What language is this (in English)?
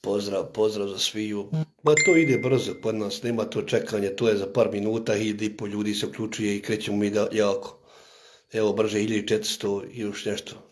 Bosnian